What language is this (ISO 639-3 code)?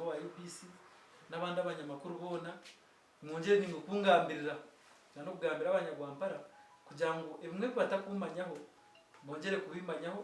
nyn